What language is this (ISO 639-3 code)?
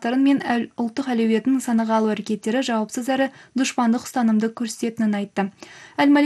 kaz